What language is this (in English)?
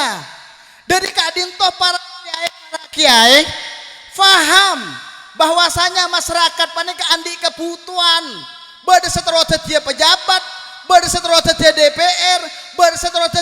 Madurese